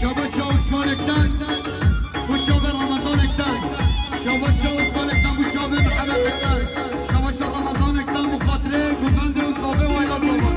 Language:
Kurdish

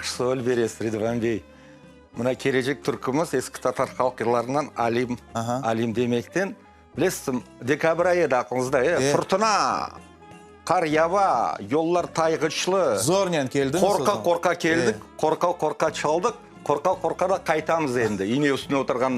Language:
Crimean Tatar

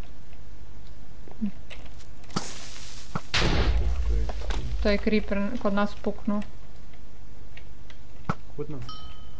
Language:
Croatian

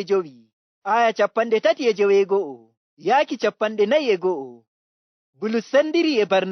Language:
Fula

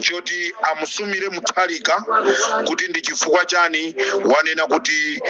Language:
Nyanja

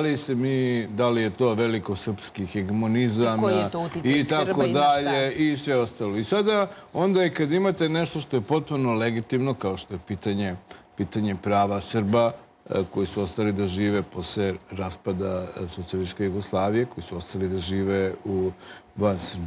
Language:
Serbian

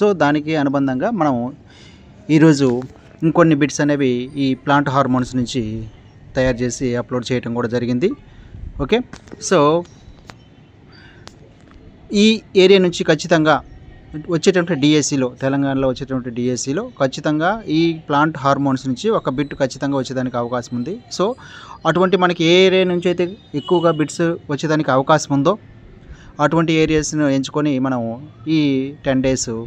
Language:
Telugu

